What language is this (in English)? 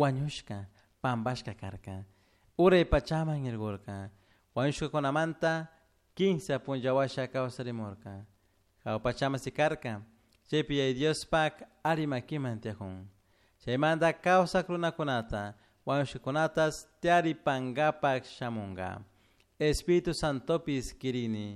Chimborazo Highland Quichua